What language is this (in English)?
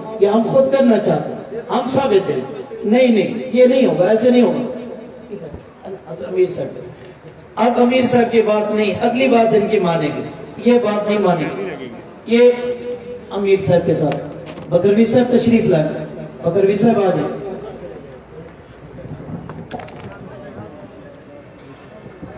Urdu